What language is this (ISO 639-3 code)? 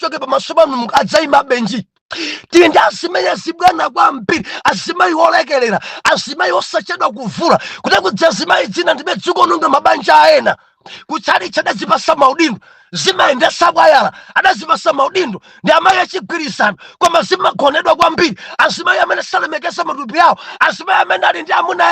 nya